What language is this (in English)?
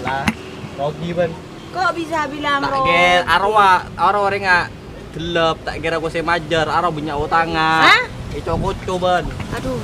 Madurese